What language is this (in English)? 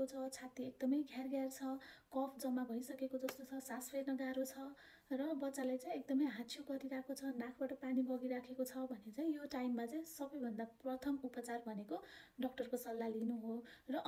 Nepali